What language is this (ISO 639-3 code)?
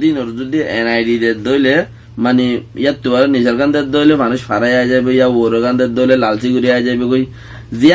rhg